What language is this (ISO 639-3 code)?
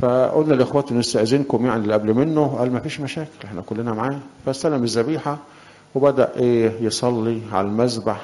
arz